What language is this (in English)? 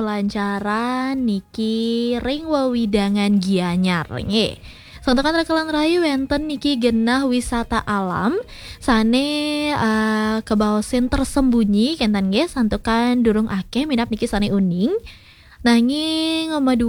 Balinese